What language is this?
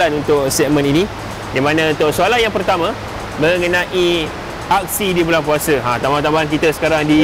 Malay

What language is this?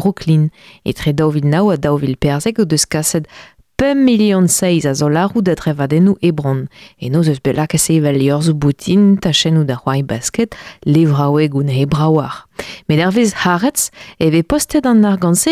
Breton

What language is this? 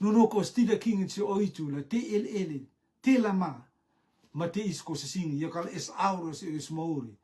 Rotuman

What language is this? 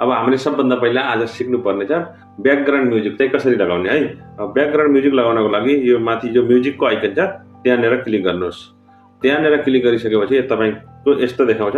Nepali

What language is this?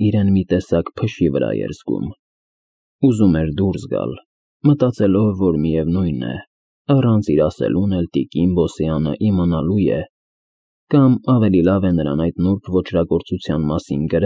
Armenian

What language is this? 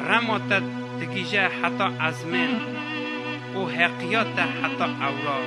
Kurdish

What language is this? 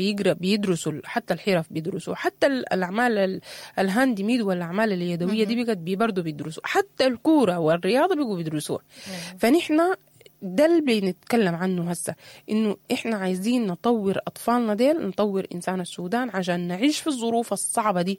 Sudanese Arabic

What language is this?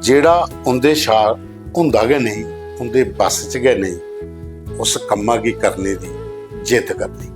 Dogri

